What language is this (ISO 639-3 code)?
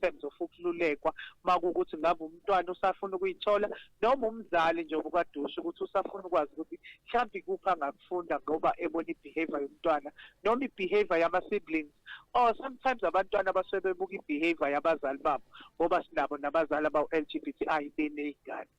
zul